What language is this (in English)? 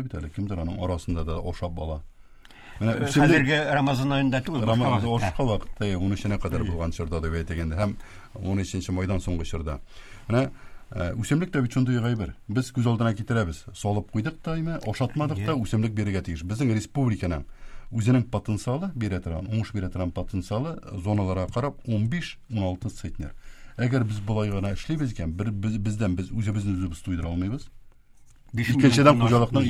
Tatar